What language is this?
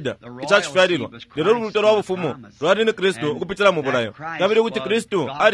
Bemba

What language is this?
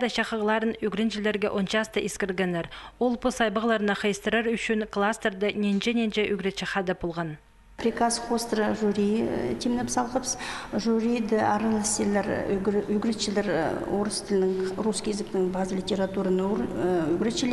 Khakas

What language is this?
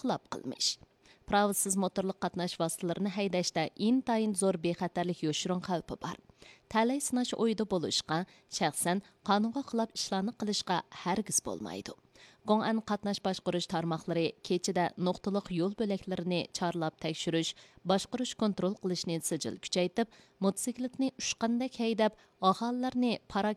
Uyghur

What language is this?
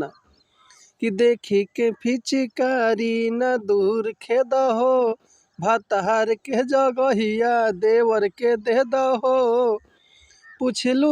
Bhojpuri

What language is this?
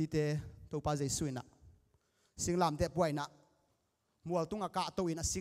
Tedim Chin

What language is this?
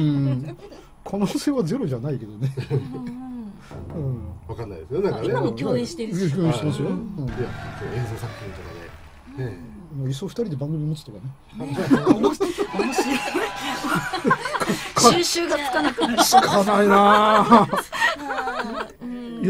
Japanese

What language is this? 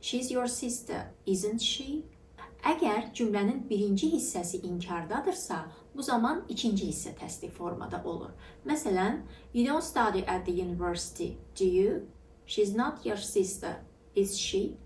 Azerbaijani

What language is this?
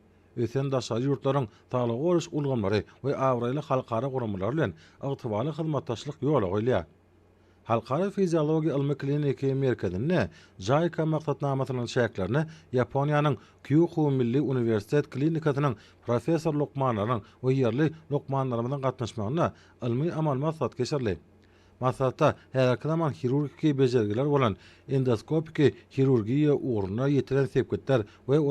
Turkmen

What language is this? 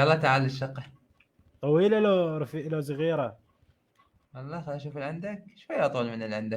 Mesopotamian Arabic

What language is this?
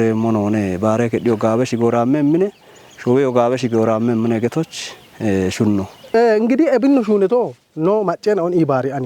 Kafa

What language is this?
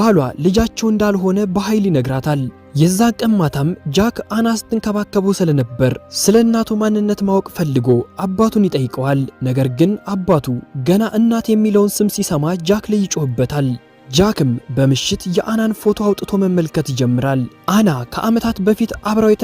Amharic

